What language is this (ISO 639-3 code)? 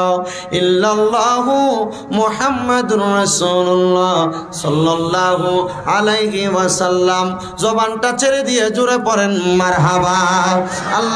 ben